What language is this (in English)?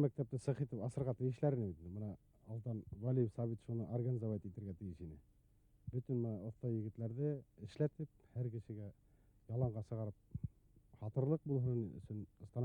Bashkir